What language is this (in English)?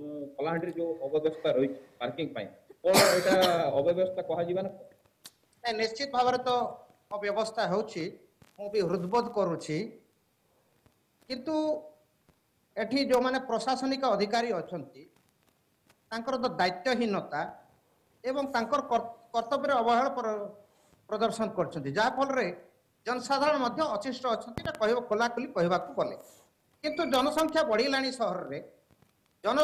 Odia